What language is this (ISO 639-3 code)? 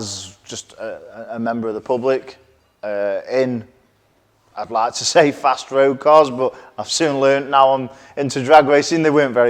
eng